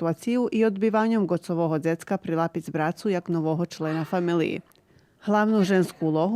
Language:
Rusyn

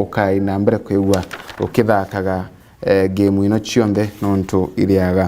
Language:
Meru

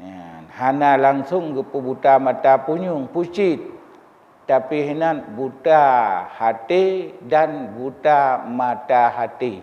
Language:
Achinese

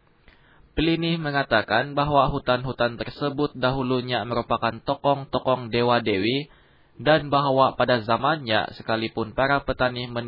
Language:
Indonesian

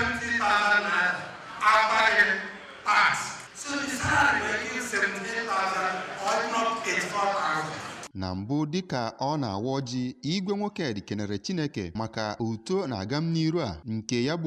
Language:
Igbo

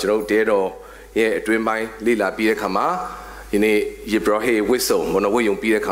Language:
Burmese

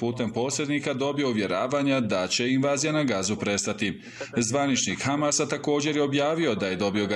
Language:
Bosnian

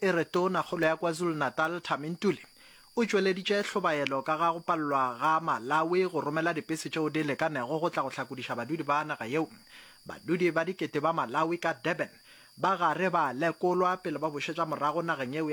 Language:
Northern Sotho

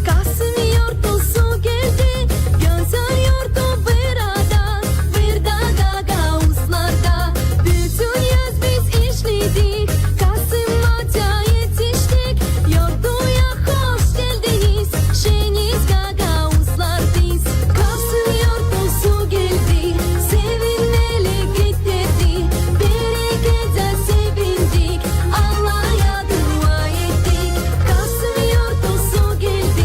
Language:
Gagauz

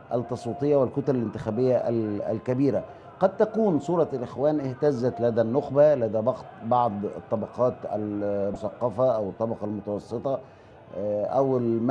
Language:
Egyptian Arabic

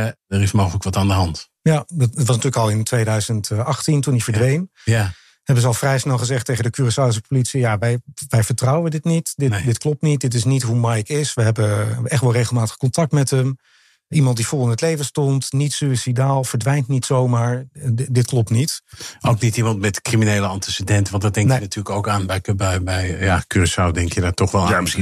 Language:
Dutch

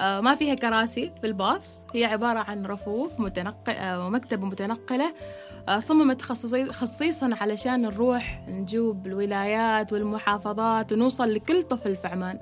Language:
Gulf Arabic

